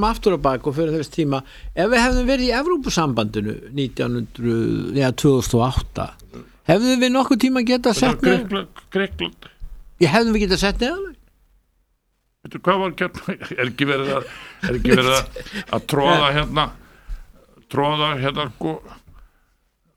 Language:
Icelandic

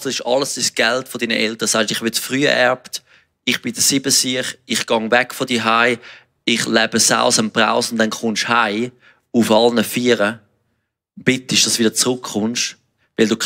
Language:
Swiss German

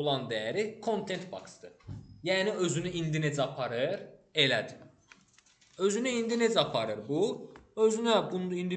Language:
Azerbaijani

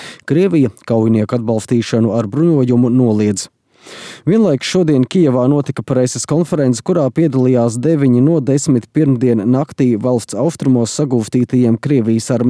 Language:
Latvian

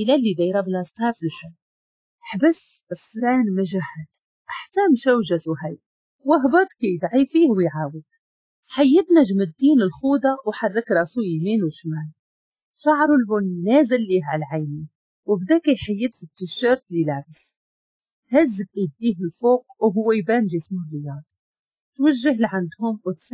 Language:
Moroccan Arabic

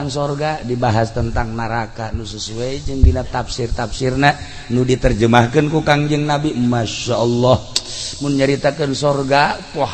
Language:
Sundanese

